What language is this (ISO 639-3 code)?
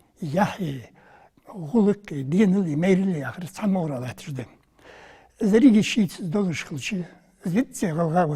inh